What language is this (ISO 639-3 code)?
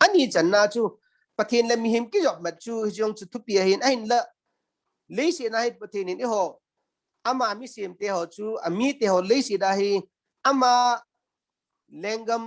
tcz